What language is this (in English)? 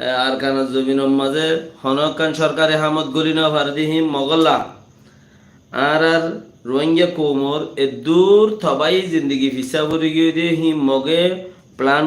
Rohingya